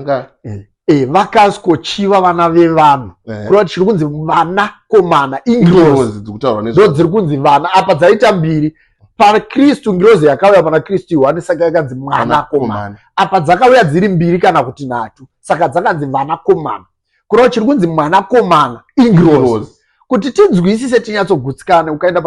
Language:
Shona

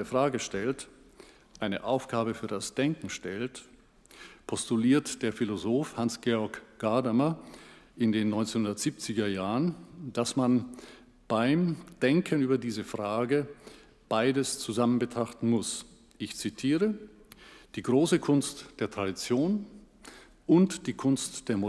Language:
German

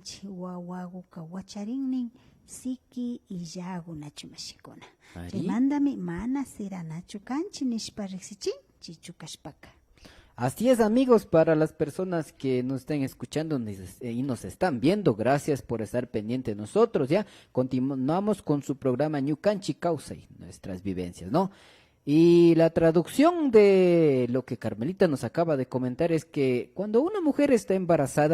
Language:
Imbabura Highland Quichua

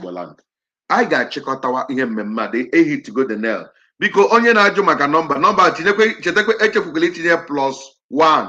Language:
Igbo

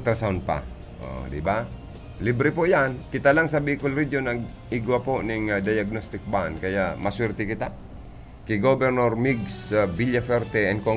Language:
Bikol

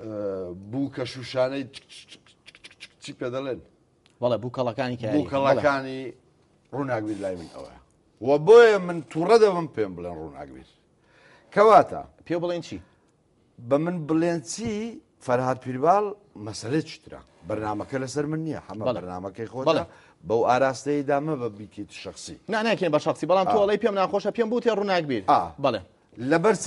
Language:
Central Kurdish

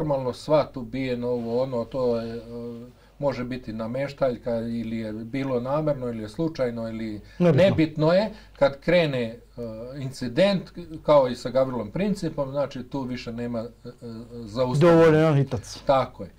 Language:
Bosnian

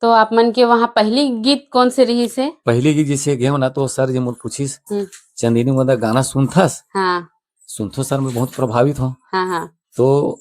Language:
Chhattisgarhi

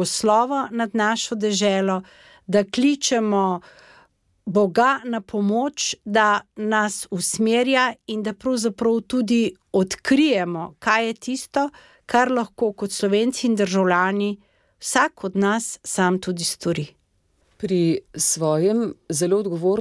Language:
Slovenian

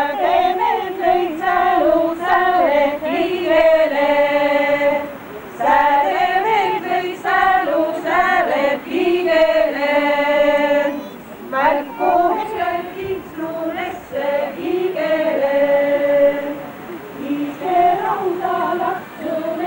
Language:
Estonian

